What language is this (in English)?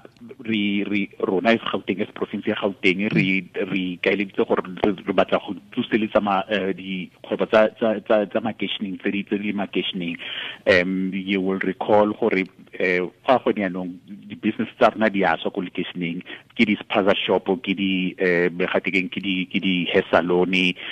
Tswana